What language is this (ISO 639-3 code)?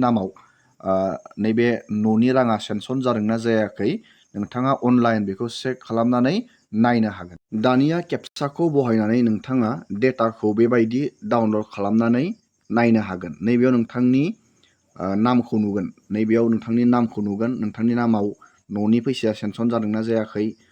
brx